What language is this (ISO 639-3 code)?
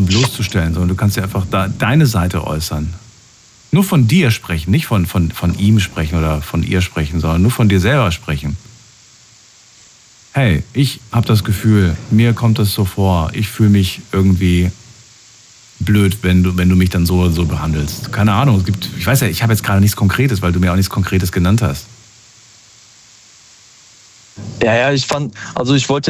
deu